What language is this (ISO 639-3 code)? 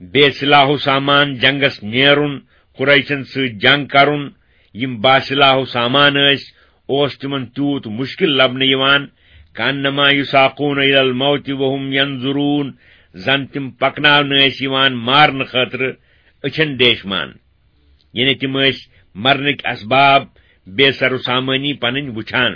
kas